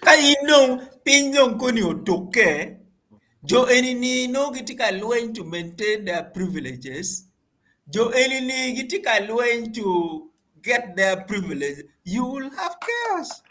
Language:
Acoli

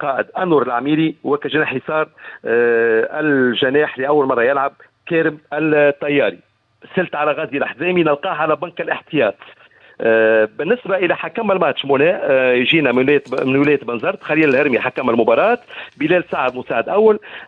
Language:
Tunisian Arabic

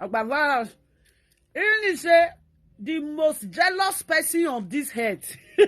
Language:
Nigerian Pidgin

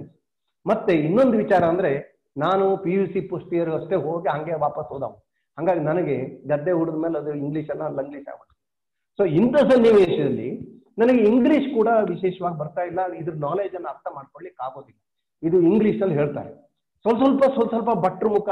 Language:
Kannada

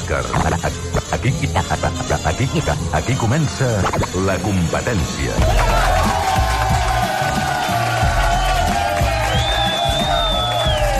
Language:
Catalan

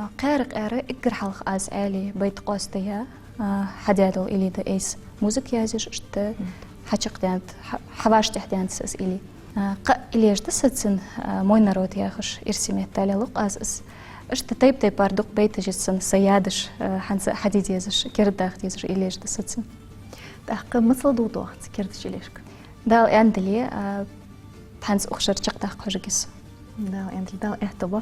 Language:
Ingush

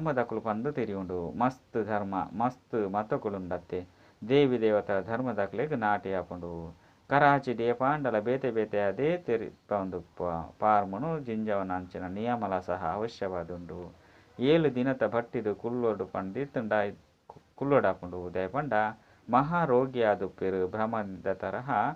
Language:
Tulu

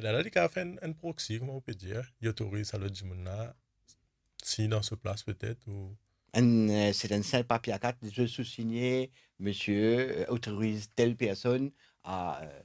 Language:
Morisyen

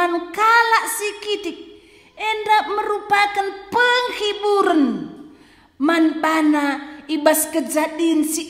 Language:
Batak Karo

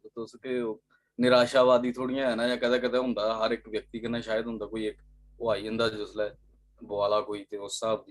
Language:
Dogri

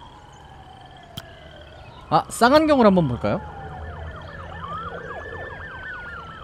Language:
Korean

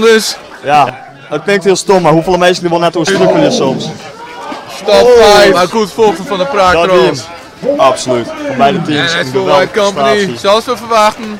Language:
Western Frisian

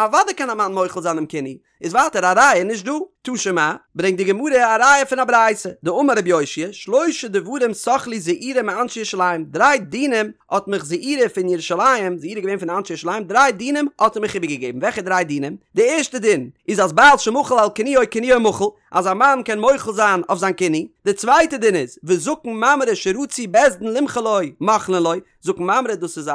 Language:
Yiddish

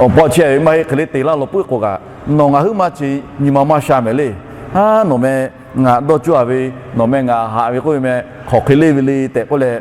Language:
Lahu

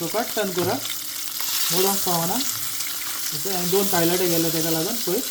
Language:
Konkani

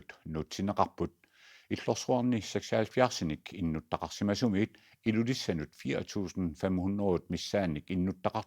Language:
Kalaallisut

